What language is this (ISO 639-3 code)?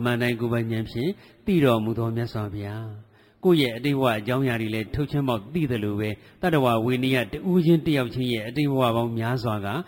mya